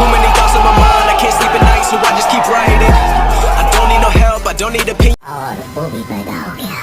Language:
Chhattisgarhi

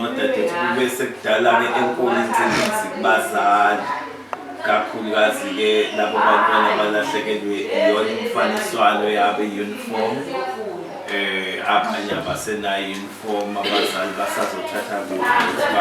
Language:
Zulu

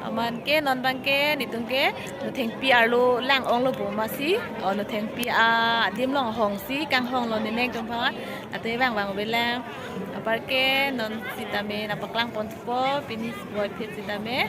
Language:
Karbi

